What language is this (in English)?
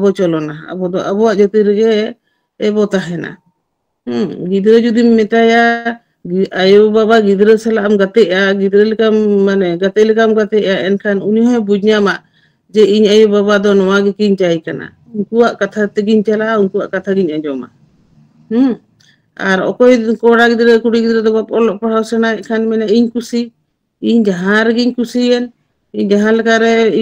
Santali